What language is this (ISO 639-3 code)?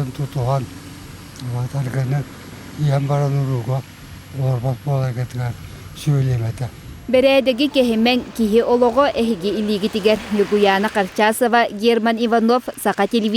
sah